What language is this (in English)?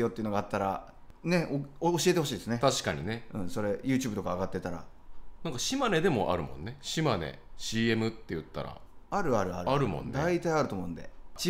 Japanese